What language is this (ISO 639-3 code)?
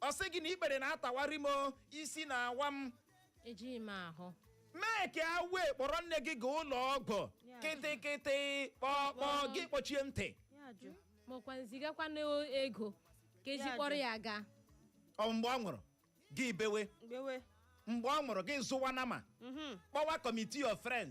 ibo